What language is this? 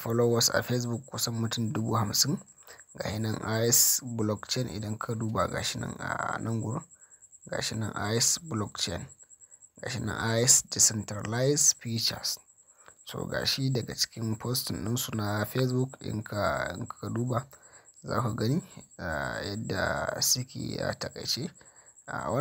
Hausa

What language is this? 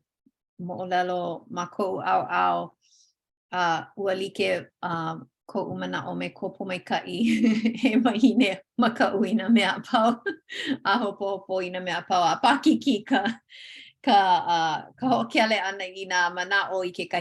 Hawaiian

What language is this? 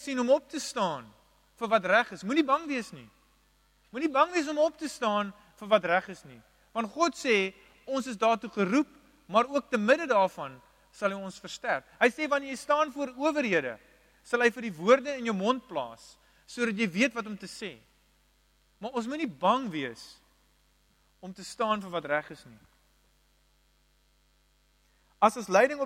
Afrikaans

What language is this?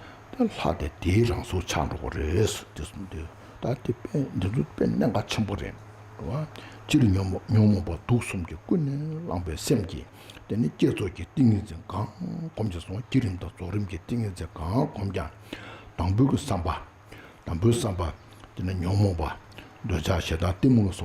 Tibetan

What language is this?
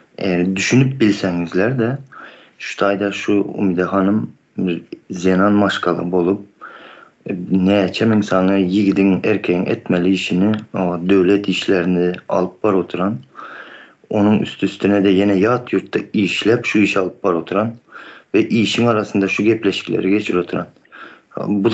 Turkmen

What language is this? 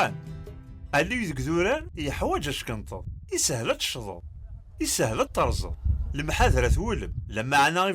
Kabyle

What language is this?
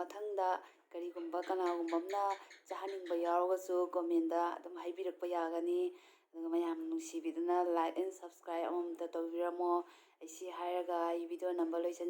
Manipuri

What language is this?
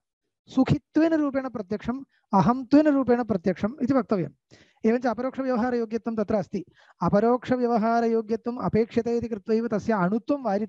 Sanskrit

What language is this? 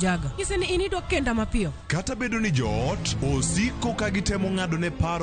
Luo (Kenya and Tanzania)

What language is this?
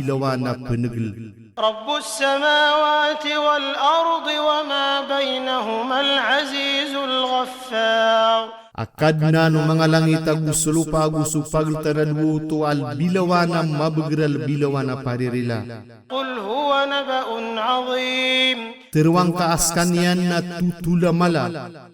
Maranao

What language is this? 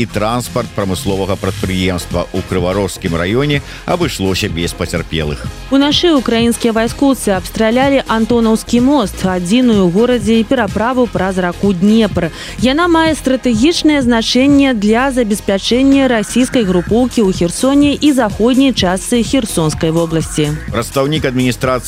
Belarusian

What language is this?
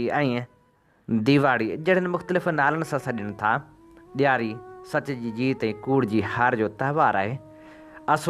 Sindhi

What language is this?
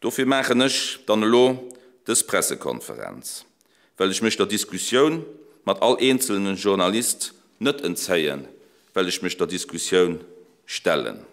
Luxembourgish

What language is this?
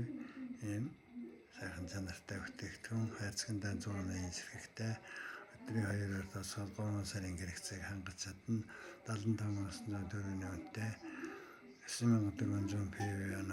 Mongolian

